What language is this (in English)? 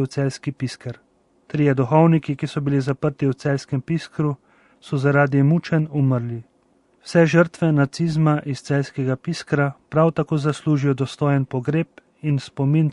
Slovenian